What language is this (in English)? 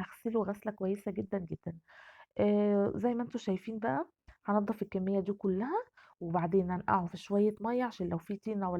Egyptian Arabic